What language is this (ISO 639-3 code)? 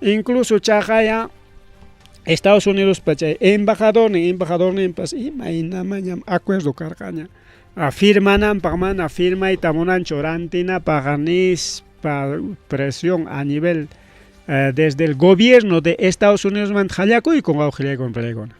quy